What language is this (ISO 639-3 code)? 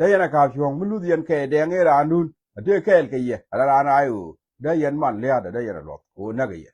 nus